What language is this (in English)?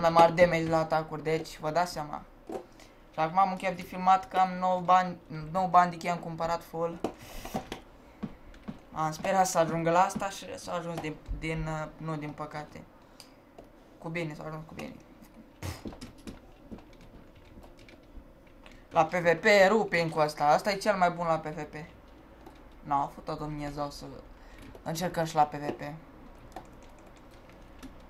Romanian